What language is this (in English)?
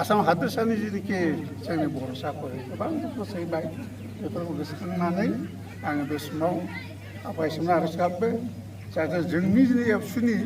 Bodo